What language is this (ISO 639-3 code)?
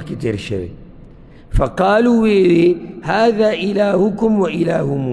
pus